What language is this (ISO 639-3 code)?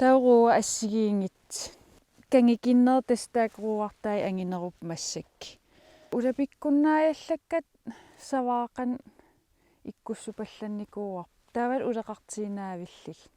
kal